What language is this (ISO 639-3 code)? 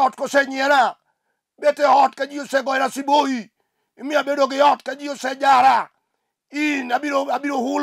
luo